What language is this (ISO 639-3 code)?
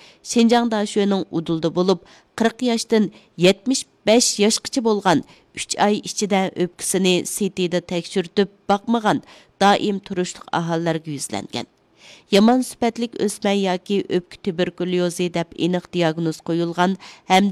uig